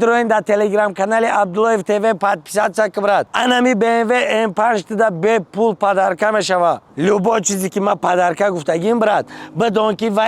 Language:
Tajik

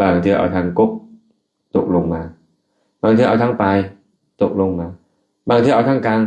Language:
Lao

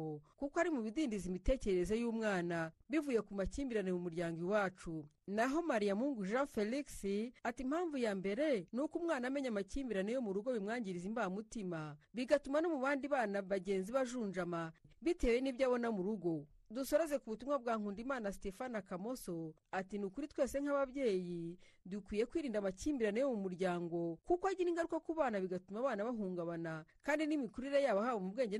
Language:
Kinyarwanda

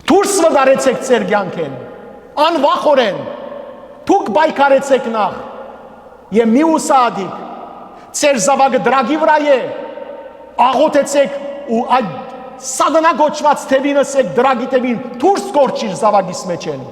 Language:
Western Armenian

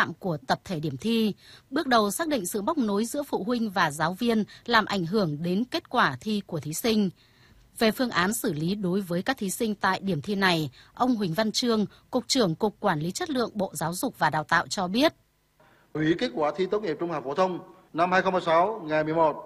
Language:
Vietnamese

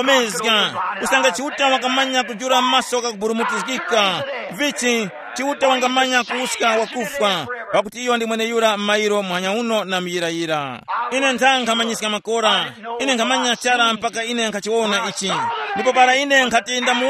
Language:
Tumbuka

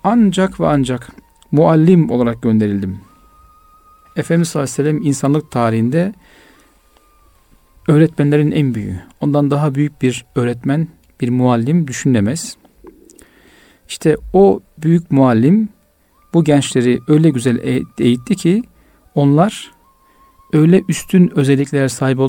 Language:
Turkish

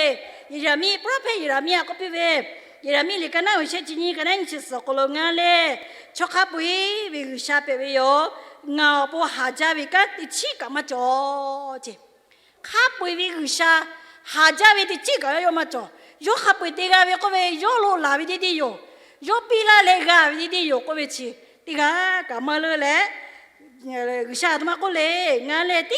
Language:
Lahu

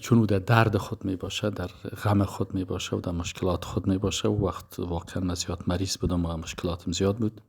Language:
Persian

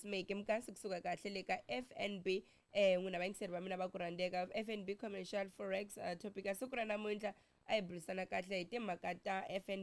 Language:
Tsonga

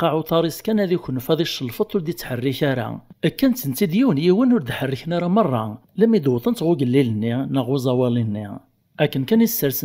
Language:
Kabyle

